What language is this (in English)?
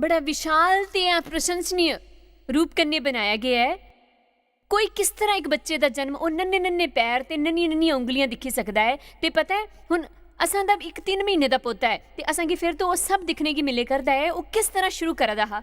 Dogri